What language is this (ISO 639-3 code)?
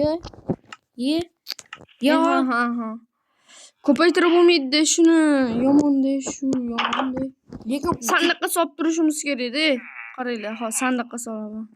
uzb